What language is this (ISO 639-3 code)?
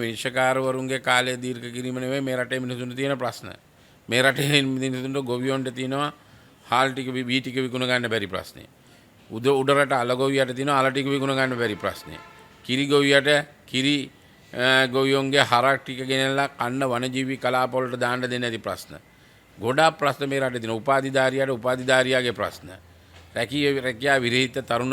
sin